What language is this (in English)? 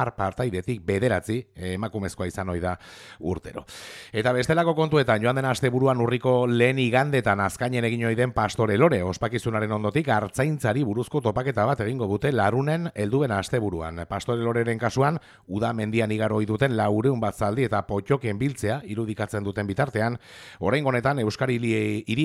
Basque